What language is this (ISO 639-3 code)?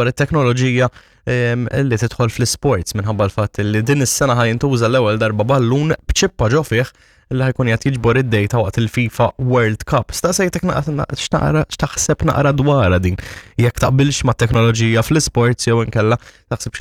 mlt